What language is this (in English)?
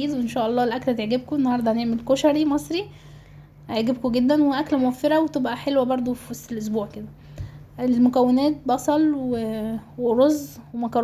Egyptian Arabic